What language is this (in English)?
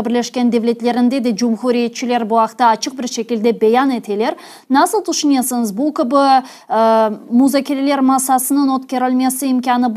Crimean Tatar